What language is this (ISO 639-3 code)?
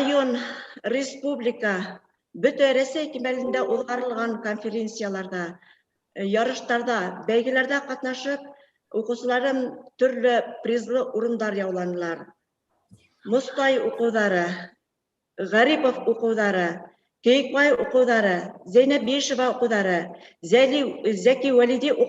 bak